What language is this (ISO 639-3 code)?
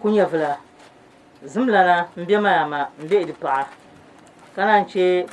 dag